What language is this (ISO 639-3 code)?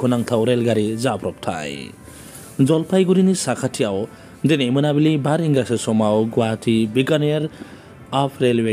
brx